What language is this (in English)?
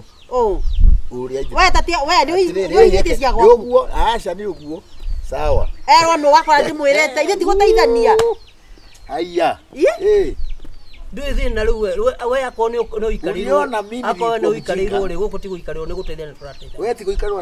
Kikuyu